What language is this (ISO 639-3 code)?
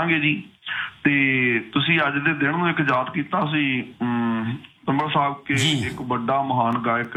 pan